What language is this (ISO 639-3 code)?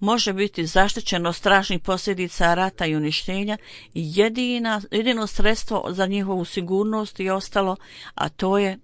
bos